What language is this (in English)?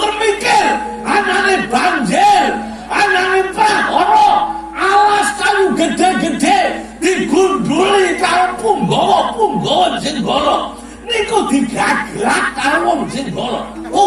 Javanese